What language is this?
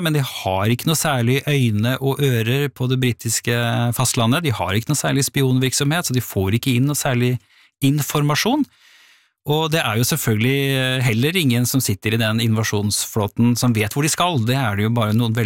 Norwegian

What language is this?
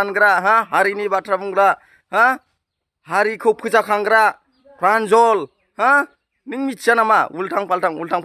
Bodo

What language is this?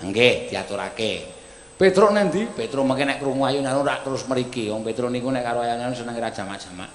Javanese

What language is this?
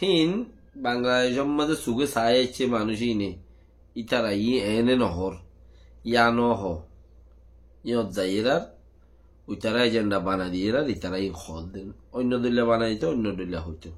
Rohingya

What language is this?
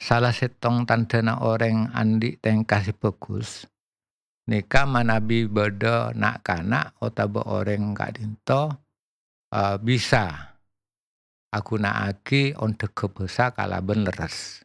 Madurese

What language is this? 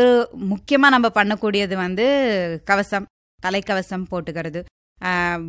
Tamil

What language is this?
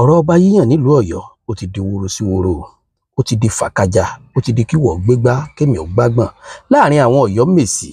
Yoruba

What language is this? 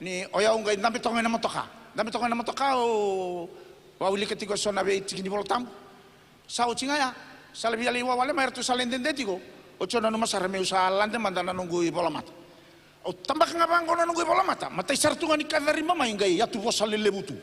Fijian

